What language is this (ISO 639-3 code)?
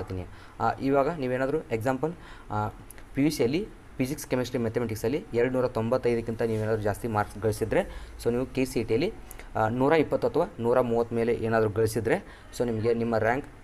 kan